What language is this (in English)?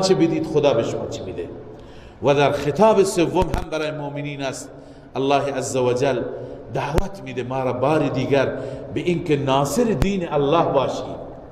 Persian